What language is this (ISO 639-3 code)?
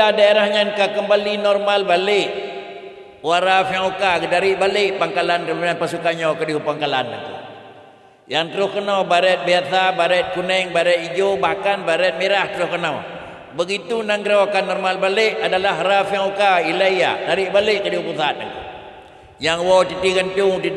ace